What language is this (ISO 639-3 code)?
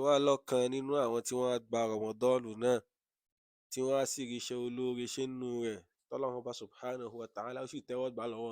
yor